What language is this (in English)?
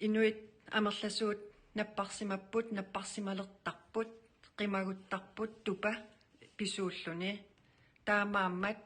Kalaallisut